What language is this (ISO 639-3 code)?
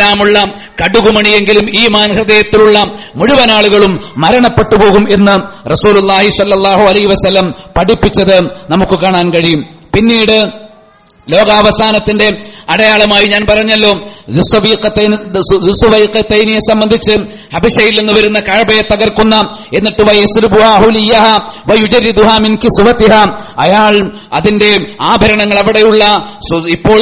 mal